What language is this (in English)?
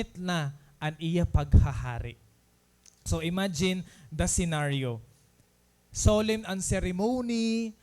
Waray